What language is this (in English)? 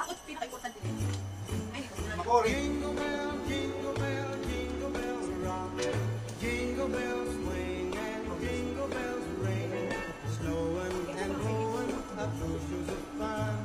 Waray